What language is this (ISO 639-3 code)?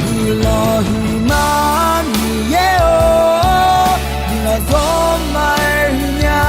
ahk